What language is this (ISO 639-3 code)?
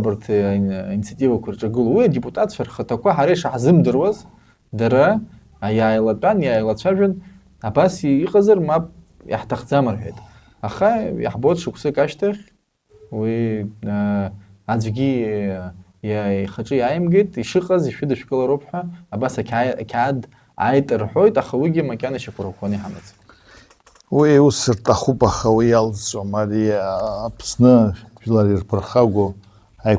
abk